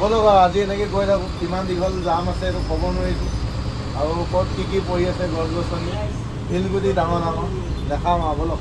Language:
Assamese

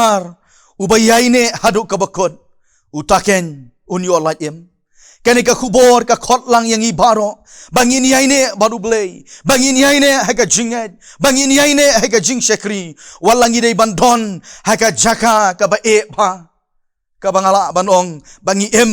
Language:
Khasi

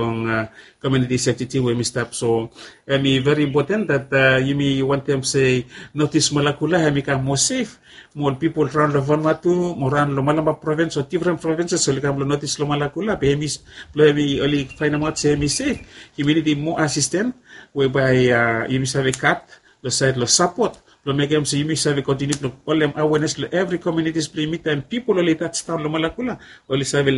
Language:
Bislama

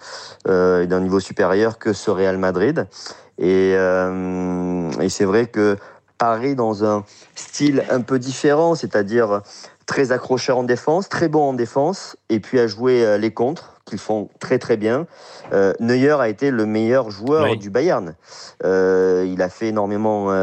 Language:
French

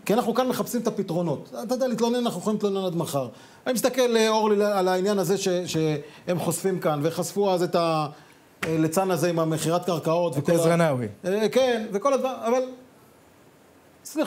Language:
Hebrew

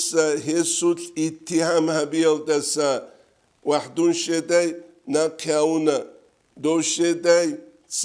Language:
Avaric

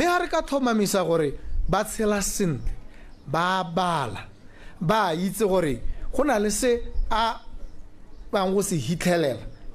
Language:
Tswana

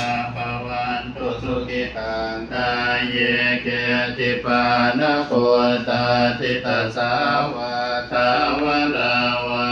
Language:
Pali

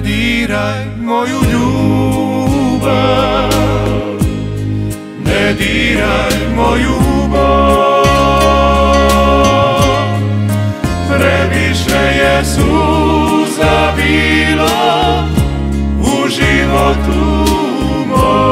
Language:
Croatian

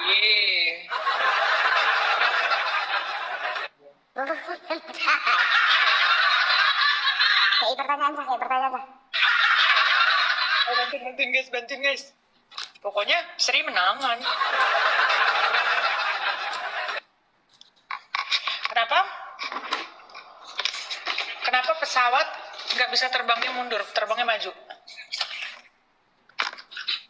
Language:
Indonesian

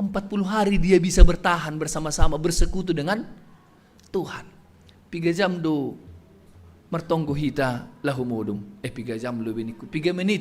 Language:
Batak Simalungun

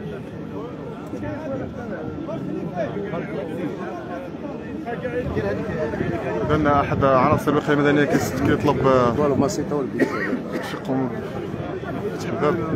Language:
Moroccan Arabic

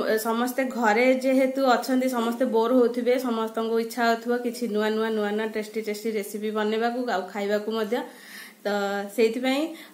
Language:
Odia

